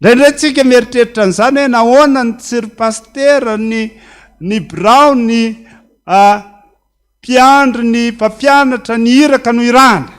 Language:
Malagasy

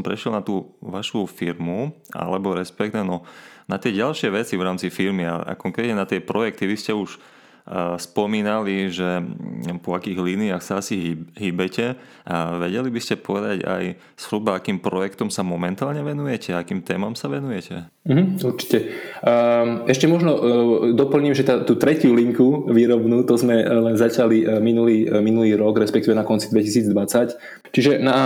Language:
Slovak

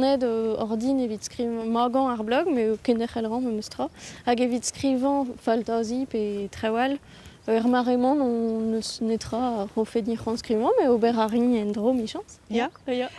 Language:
Breton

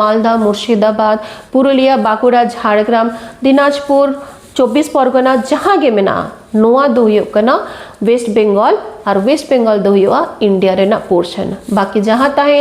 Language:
Santali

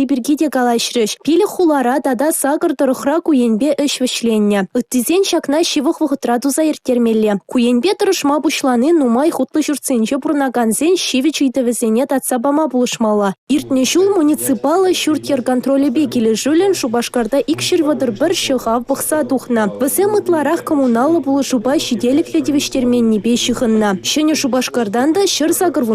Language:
Chuvash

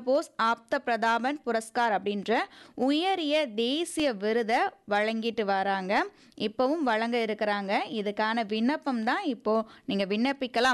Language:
Tamil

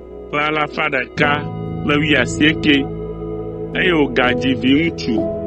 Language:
Ewe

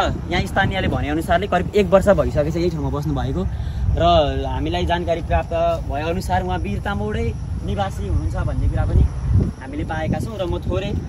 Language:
Nepali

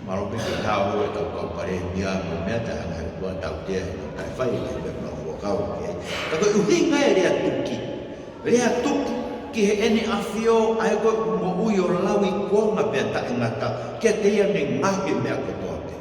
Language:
Tongan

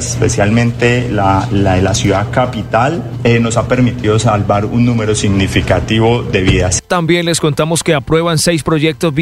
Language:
Spanish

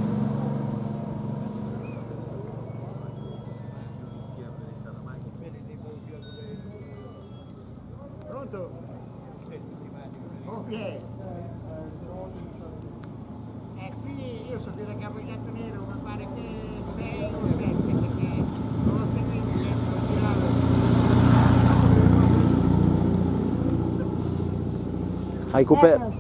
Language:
Italian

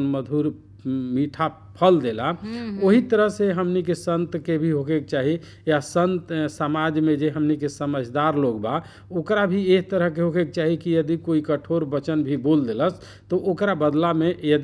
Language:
Bhojpuri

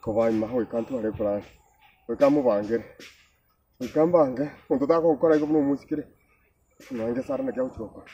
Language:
Gusii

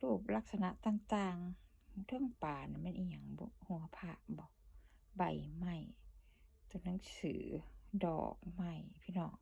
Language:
Northeastern Thai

